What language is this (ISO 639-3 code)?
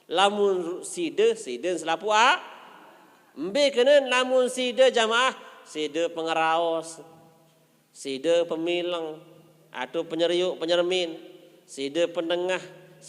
sas